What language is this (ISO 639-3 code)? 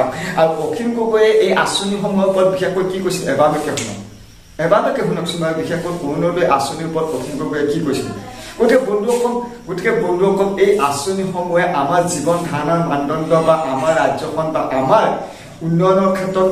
asm